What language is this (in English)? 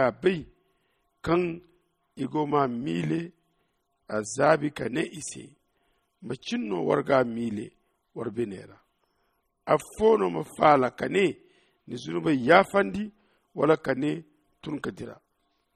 Zarma